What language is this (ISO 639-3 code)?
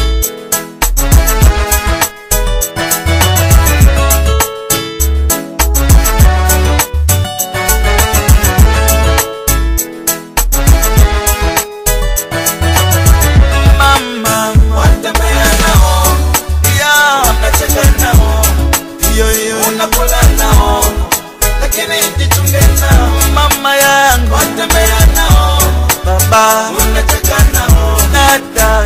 swa